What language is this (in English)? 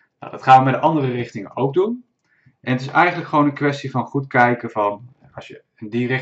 Dutch